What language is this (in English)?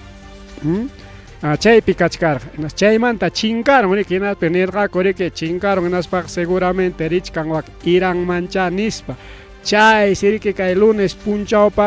Ayacucho Quechua